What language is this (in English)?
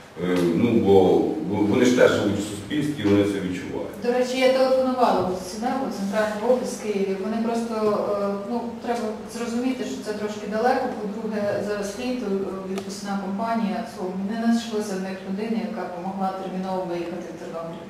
Ukrainian